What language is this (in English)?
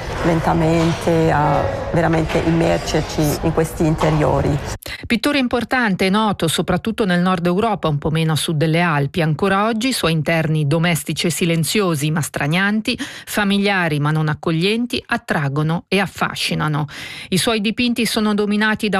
Italian